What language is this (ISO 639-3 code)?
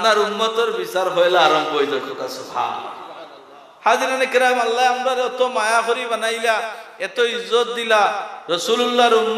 syl